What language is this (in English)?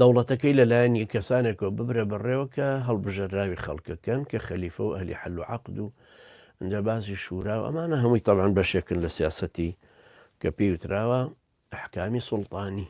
Central Kurdish